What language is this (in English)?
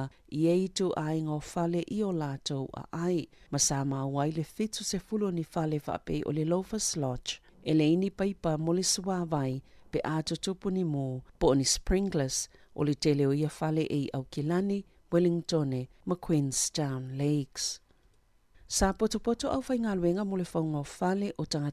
Samoan